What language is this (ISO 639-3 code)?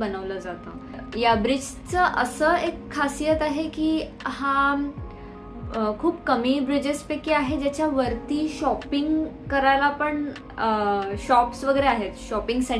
mar